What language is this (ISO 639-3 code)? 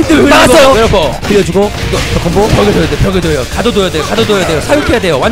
kor